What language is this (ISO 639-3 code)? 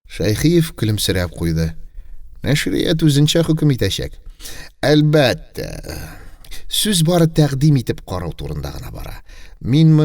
tat